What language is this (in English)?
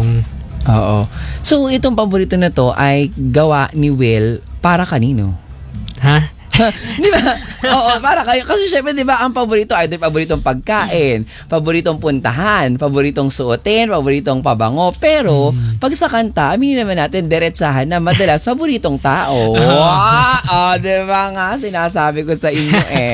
Filipino